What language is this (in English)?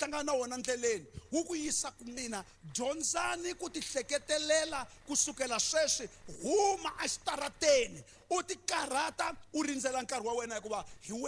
Tsonga